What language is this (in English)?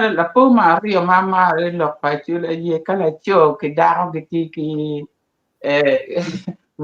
Acoli